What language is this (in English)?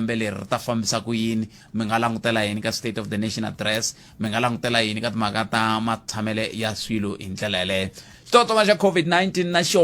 Tsonga